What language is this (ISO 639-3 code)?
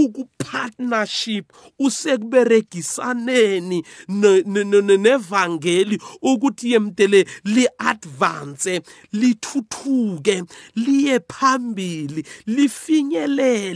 nbl